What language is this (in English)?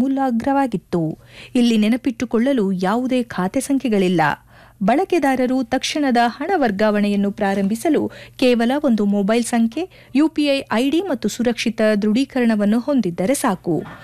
Kannada